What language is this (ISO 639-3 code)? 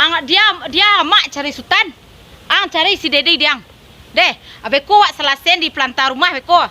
min